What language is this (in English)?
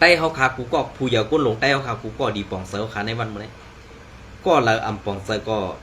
Shan